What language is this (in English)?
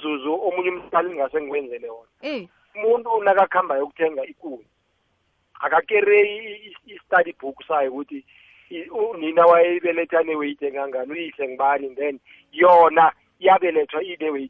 South Ndebele